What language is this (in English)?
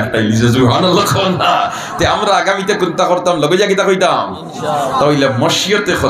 Sylheti